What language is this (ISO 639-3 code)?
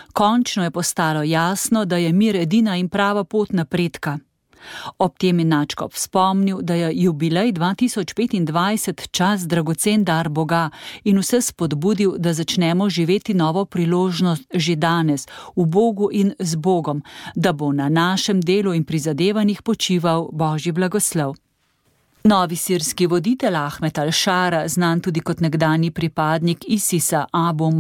slv